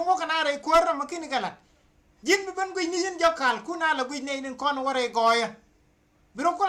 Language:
Nuer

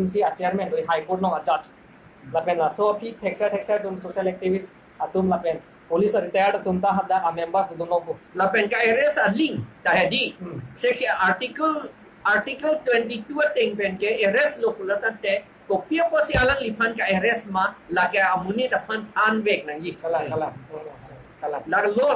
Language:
Karbi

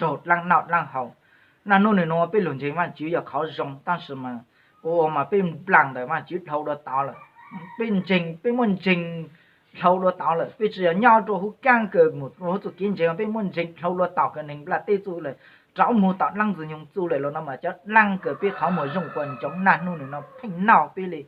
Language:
Hmong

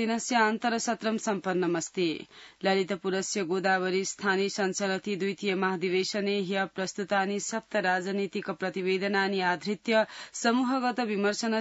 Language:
Sanskrit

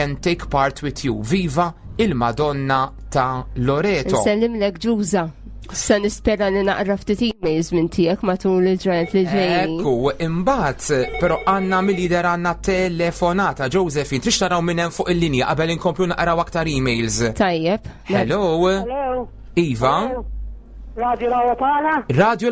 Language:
Maltese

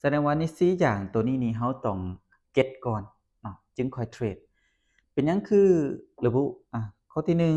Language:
Lao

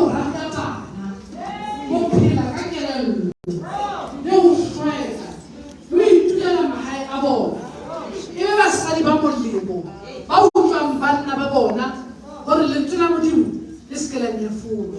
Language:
Southern Sotho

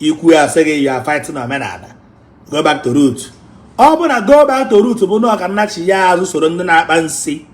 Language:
Igbo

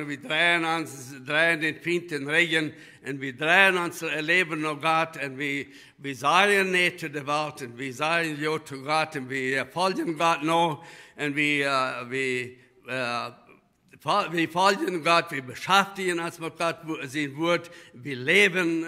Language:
Plautdietsch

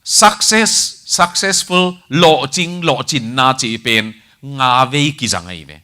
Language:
Tedim Chin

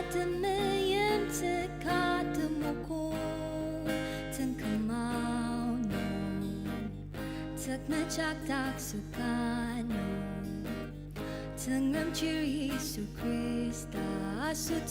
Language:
Ao Naga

